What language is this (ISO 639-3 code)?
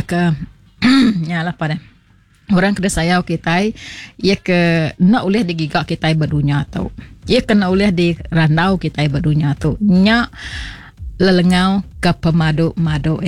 iba